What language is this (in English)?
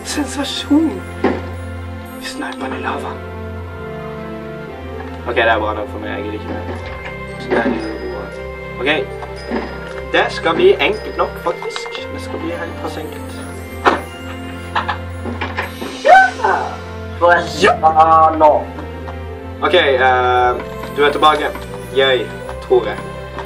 Norwegian